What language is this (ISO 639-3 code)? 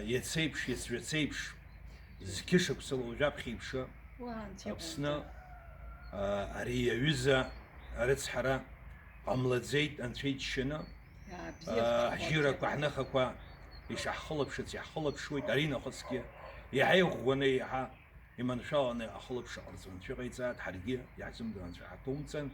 abk